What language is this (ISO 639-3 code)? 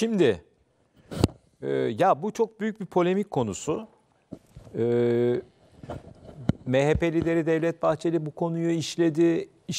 tur